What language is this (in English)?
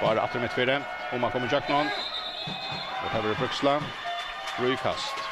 Faroese